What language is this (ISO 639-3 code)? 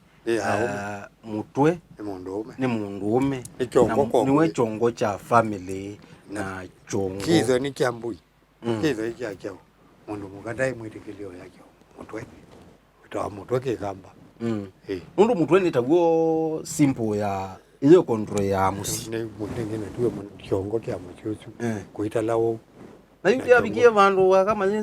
kam